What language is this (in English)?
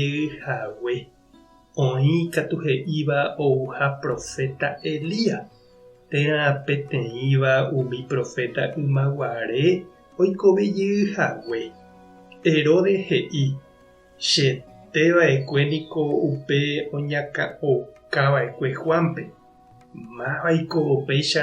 Guarani